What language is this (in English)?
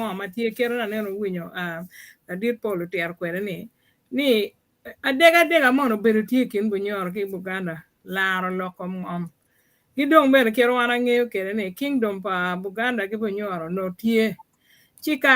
Acoli